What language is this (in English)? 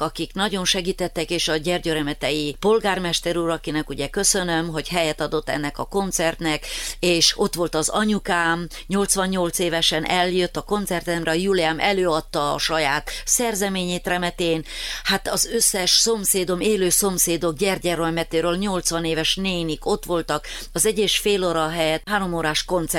Hungarian